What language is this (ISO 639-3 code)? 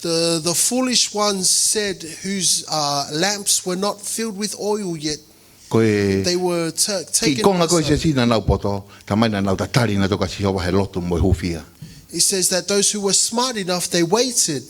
ton